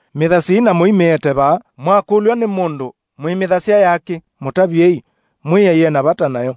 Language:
Kamba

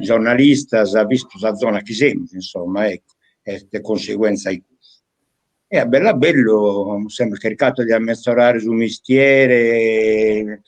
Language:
Sardinian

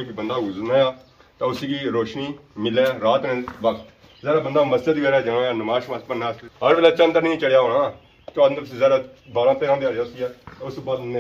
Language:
Pahari-Potwari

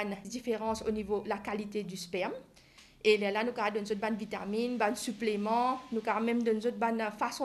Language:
Morisyen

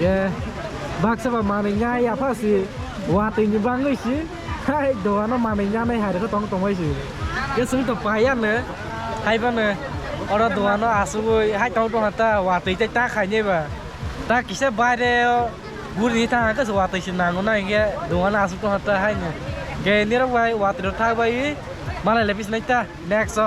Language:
Kok Borok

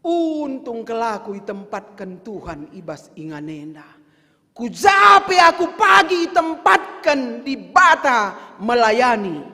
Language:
Batak Karo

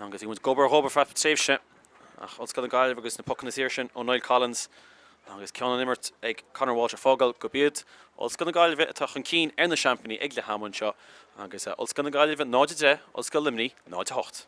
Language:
Irish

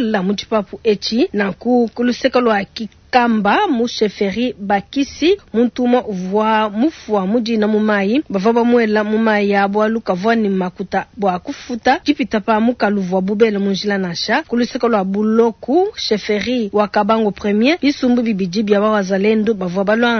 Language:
Luba-Lulua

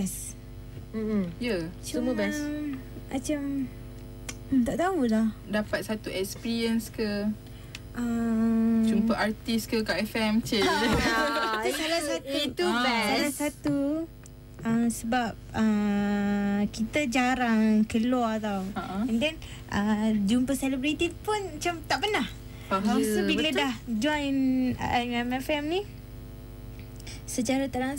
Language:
Malay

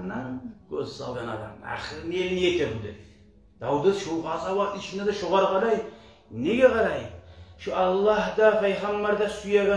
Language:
Kumyk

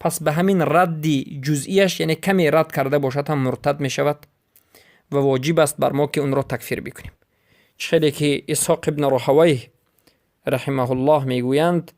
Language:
Persian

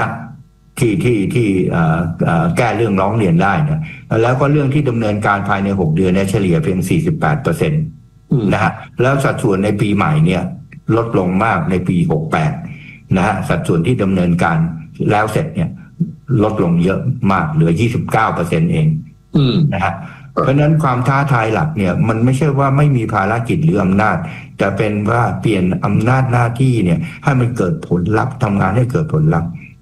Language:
Thai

